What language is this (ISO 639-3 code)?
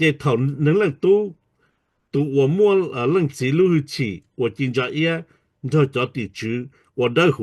hmn